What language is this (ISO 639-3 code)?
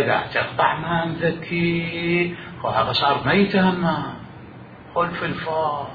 acm